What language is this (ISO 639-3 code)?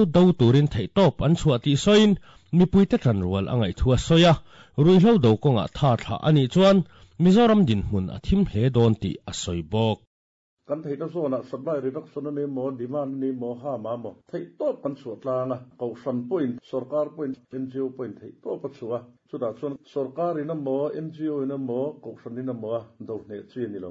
lus